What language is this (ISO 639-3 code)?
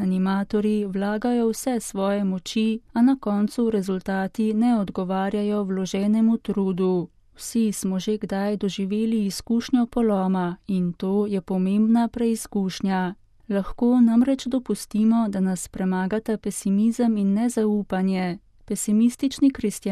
slv